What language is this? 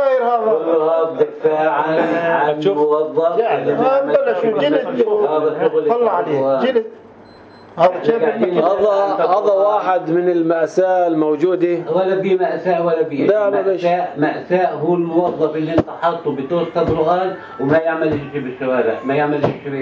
North Levantine Arabic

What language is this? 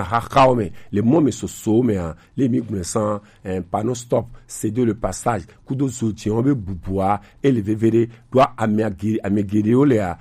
Gen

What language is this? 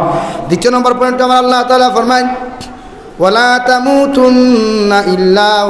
Sylheti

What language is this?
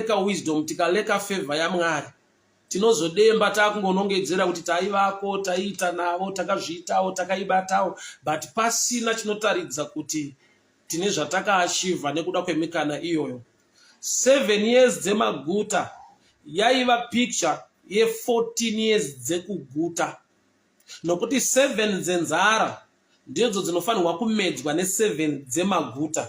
Shona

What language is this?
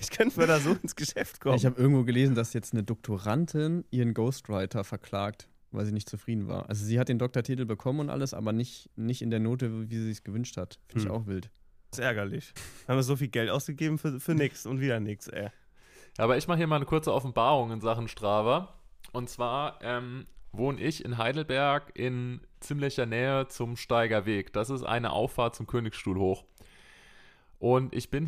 German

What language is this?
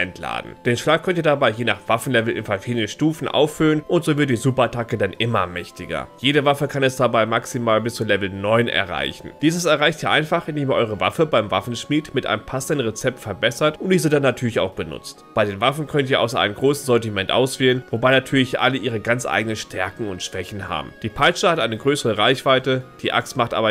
German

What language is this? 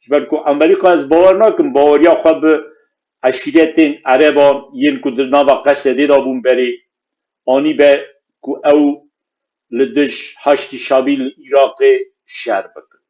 Kurdish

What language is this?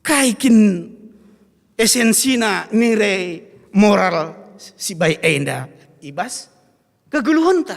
Batak Karo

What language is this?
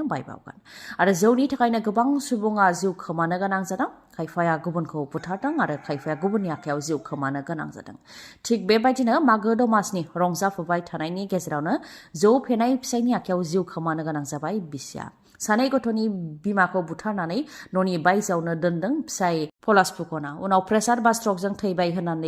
Bodo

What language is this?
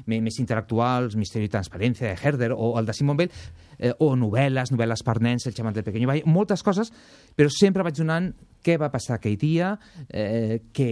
Catalan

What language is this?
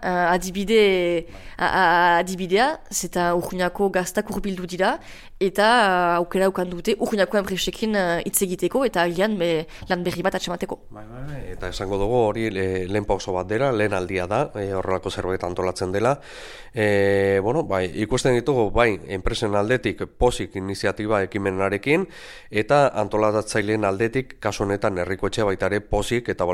Basque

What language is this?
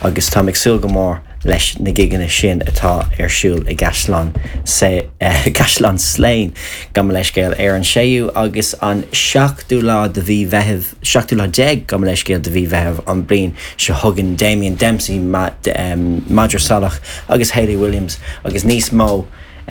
Irish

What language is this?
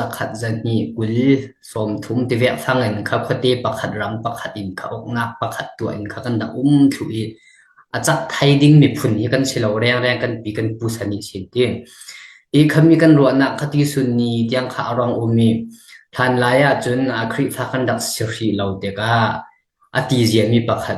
Falam Chin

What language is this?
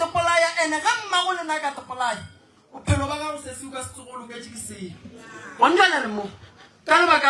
Northern Sotho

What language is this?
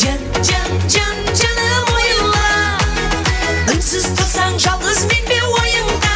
Kara-Kalpak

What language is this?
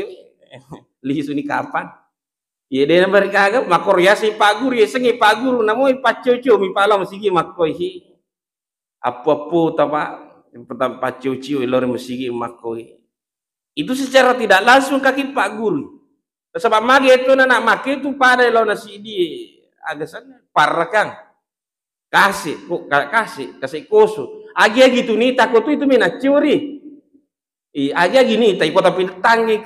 Buginese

